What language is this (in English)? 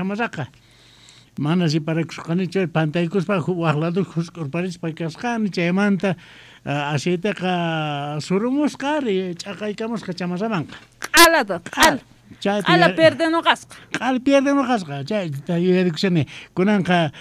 South Bolivian Quechua